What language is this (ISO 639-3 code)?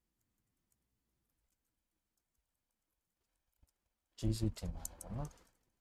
mya